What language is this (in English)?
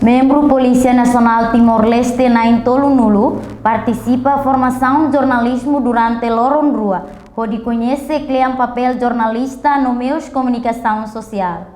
Tetum